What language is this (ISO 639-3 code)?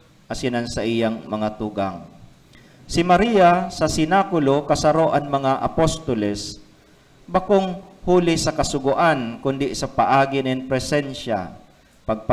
bik